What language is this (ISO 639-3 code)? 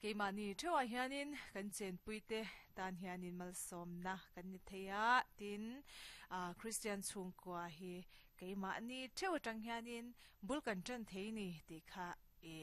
lus